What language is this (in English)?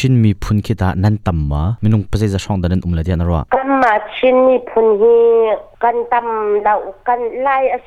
Hakha Chin